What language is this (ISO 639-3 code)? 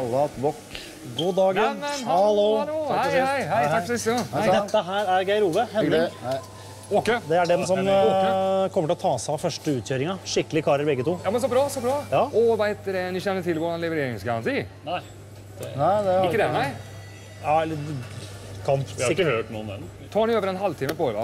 nor